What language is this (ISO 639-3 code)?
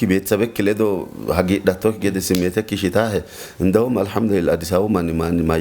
sid